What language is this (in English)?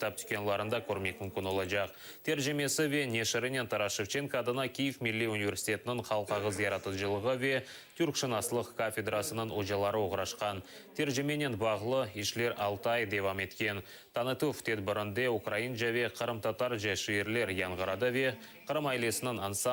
Crimean Tatar